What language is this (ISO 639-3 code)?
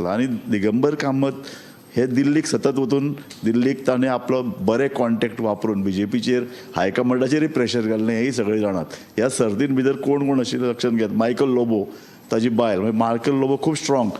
kok